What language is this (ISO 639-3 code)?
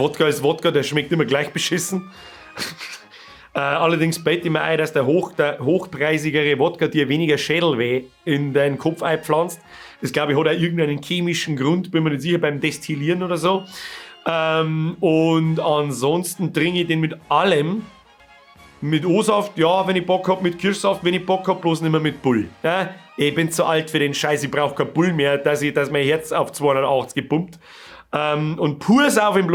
bar